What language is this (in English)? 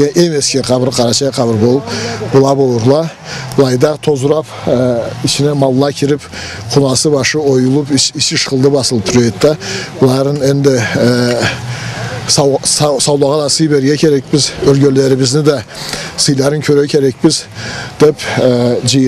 Karachay-Balkar